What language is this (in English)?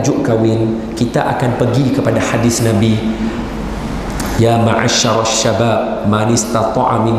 Malay